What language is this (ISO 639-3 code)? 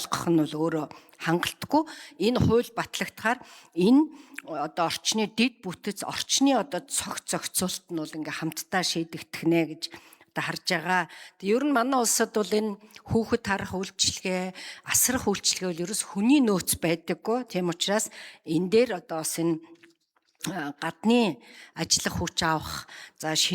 mon